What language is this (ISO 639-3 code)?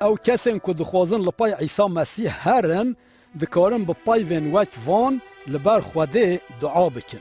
kur